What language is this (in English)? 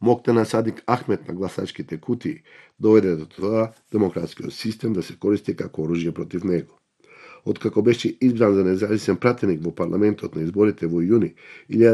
Macedonian